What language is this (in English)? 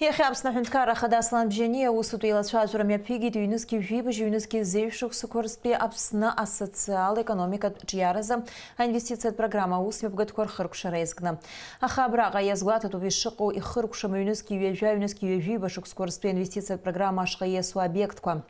Abkhazian